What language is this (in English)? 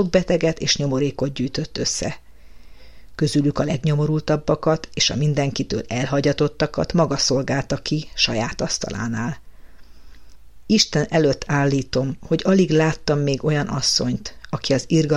Hungarian